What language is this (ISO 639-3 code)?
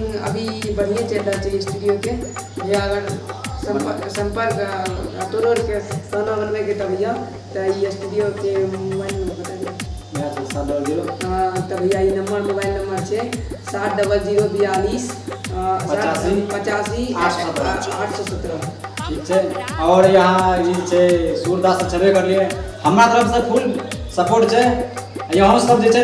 mai